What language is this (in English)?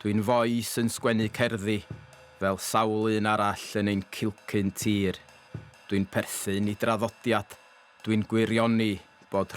Welsh